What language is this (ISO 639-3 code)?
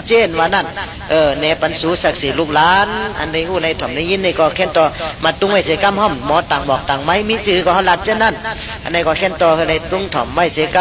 shn